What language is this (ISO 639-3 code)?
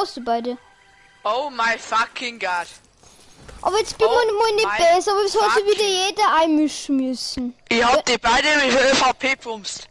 bar